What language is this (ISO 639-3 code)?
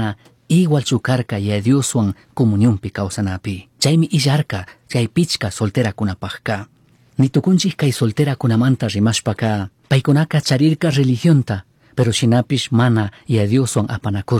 qug